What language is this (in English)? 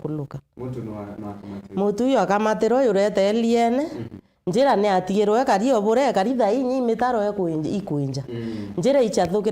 Meru